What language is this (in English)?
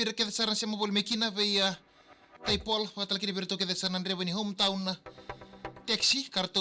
Fijian